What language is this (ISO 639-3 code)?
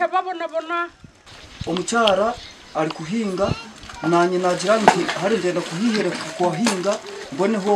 nyn